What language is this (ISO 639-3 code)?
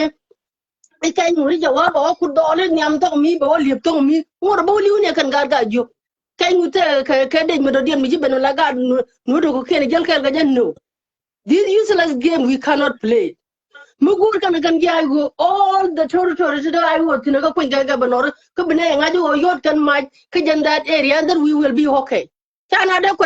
nus